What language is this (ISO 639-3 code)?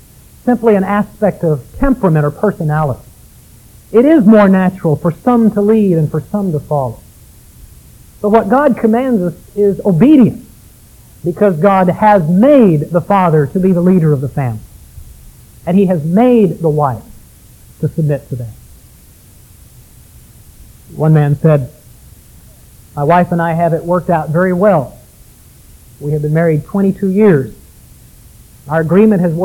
eng